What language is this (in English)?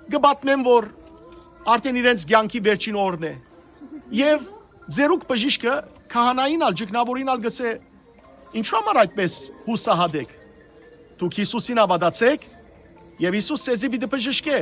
Western Armenian